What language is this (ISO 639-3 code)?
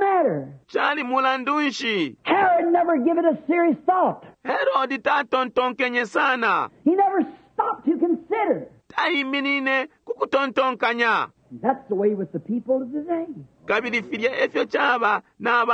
bem